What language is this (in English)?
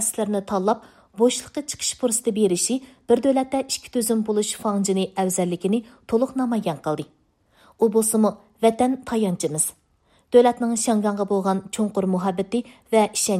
Uyghur